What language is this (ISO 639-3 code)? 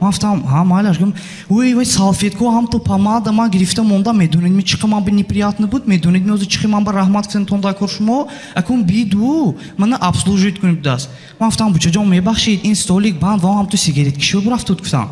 tgk